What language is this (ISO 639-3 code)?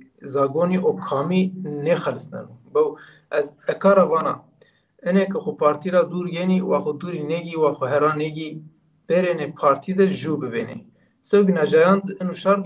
zza